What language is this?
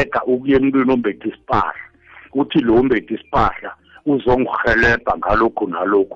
South Ndebele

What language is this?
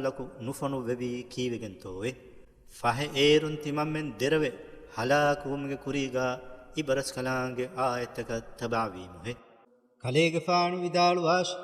Divehi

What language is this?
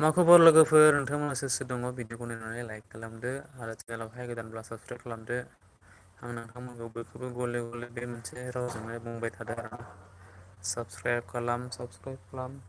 Bodo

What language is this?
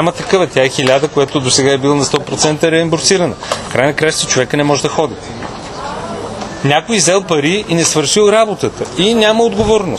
Bulgarian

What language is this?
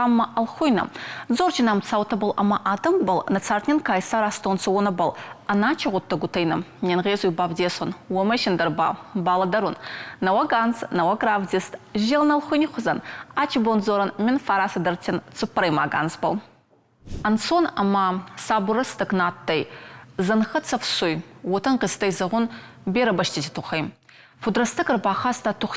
Ossetic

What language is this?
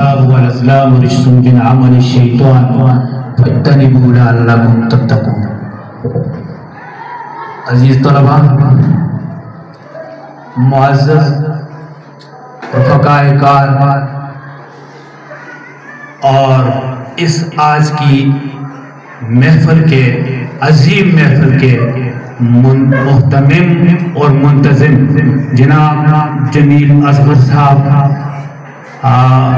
Urdu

